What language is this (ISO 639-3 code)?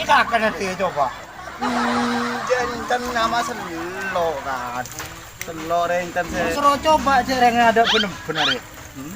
mad